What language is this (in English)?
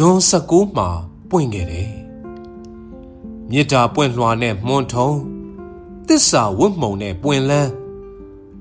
Burmese